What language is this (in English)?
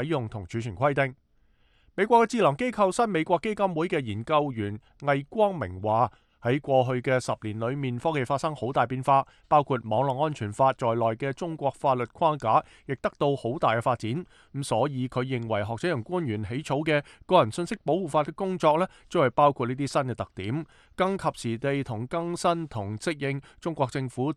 Cantonese